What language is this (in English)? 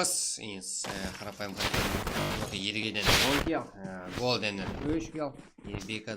Kara-Kalpak